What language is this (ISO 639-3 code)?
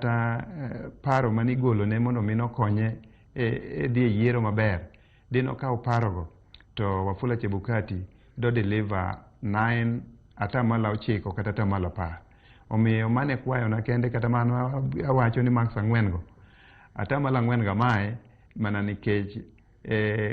luo